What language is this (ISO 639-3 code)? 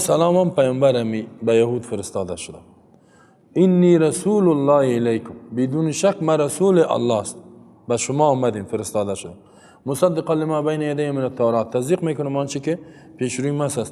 fas